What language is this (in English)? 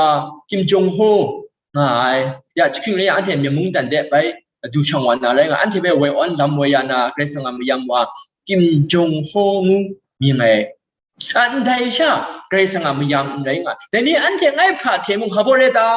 Kachin